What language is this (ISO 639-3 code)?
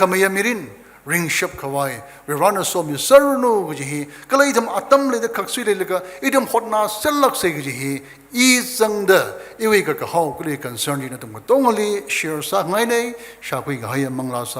nmf